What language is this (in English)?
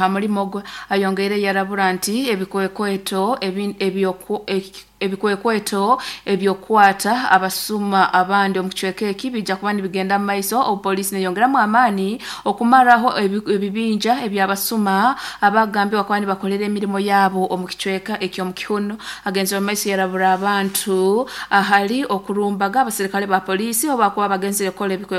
Nyoro